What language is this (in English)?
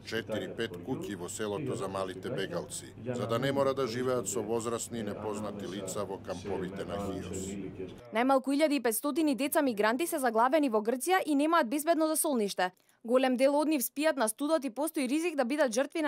Macedonian